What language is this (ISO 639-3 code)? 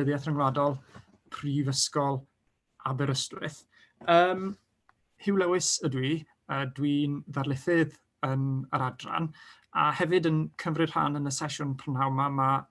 cym